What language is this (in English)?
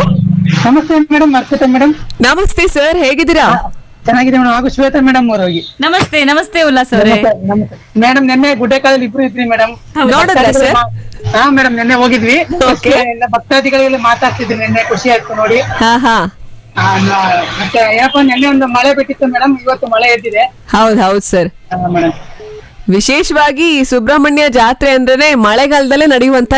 Kannada